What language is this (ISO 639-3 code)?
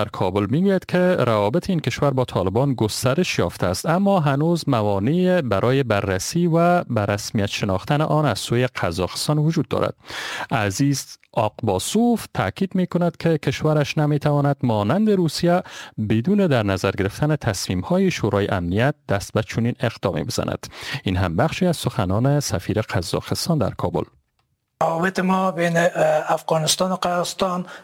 fas